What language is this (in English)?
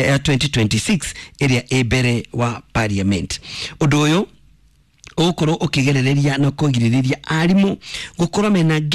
Kikuyu